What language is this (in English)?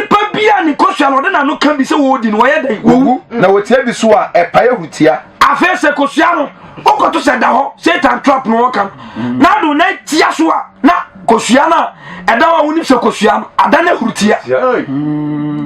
Akan